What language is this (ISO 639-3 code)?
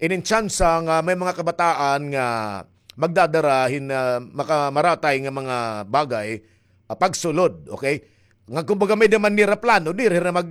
war